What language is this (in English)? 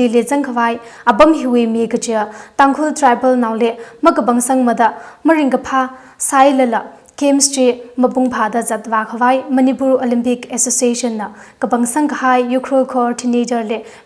Tangkhul Naga (India)